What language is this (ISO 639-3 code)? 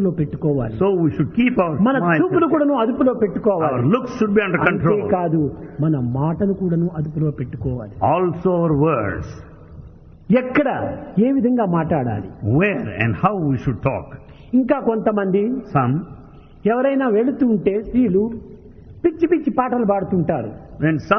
tel